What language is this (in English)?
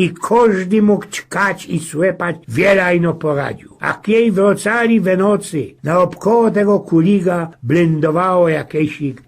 Silesian